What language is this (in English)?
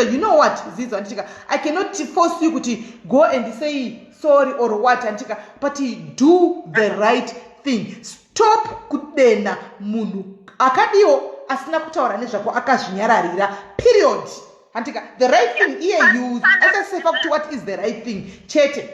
Shona